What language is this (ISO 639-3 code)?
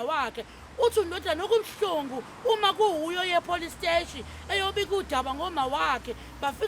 zul